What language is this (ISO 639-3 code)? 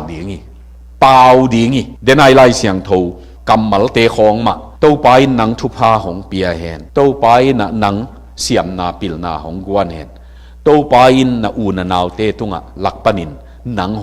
ctd